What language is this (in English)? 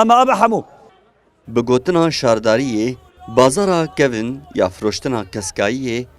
Kurdish